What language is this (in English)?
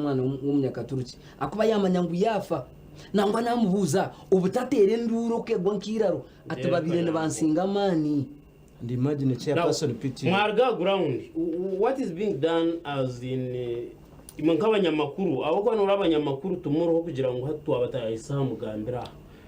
Nyankole